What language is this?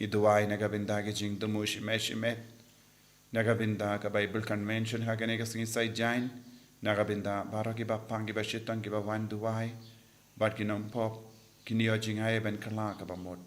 Khasi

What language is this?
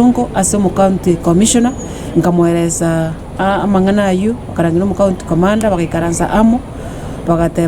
Gusii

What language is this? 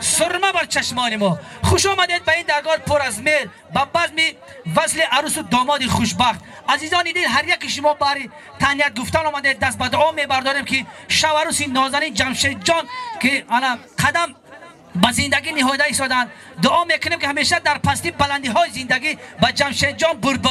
Tajik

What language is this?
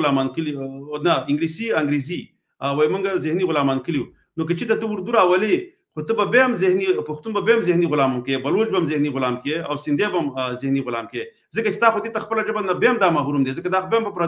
Pashto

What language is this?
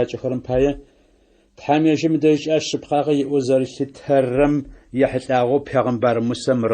Adyghe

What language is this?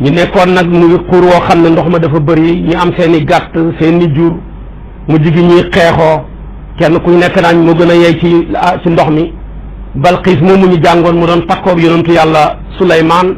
Wolof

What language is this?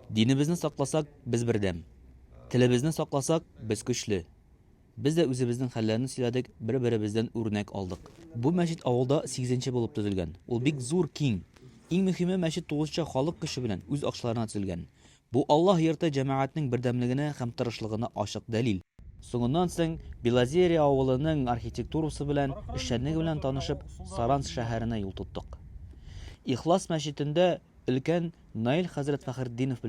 Tatar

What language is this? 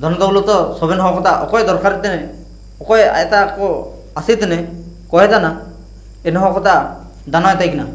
Ho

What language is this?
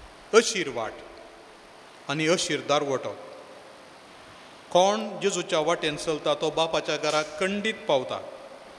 Konkani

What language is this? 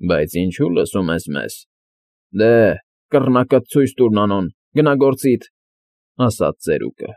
Armenian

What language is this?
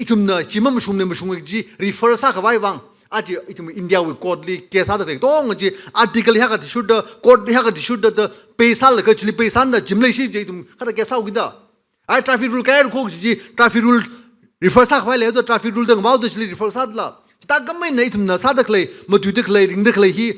Tangkhul Naga (India)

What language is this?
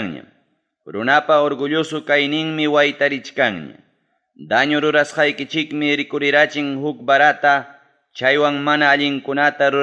Ayacucho Quechua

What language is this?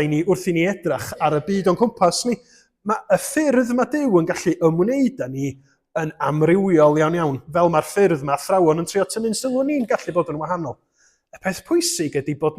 Welsh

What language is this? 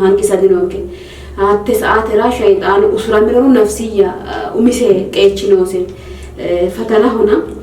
Sidamo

